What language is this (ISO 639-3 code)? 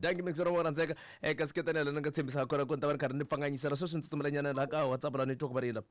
tso